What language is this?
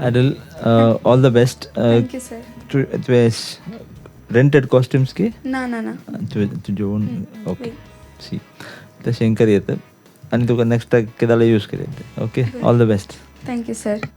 Konkani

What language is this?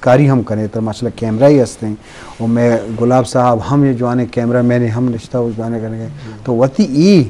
Eastern Balochi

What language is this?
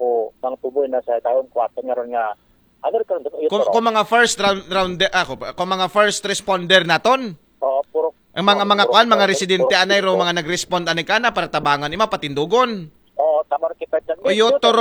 Aklanon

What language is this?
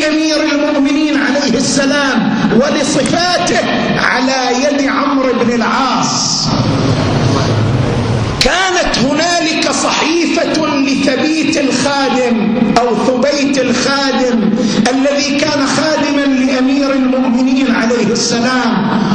Arabic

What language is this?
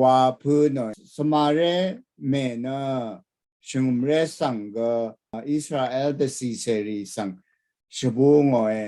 Rawang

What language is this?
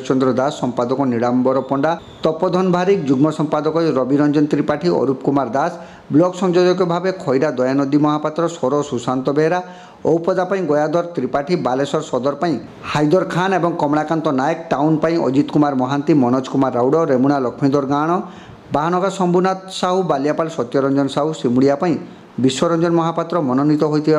Odia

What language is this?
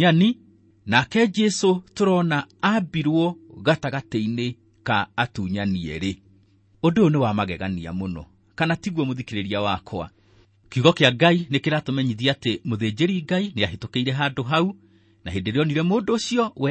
Kikuyu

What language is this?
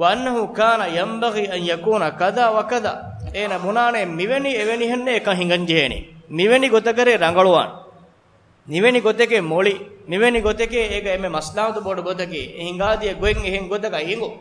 Divehi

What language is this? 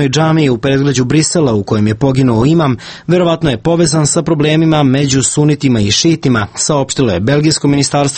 Serbian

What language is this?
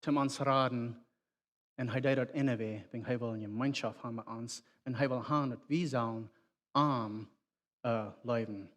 Plautdietsch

